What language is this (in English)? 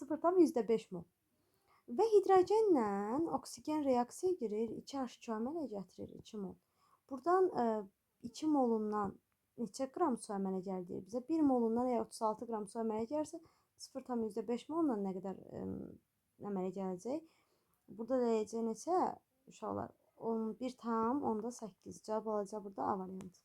Azerbaijani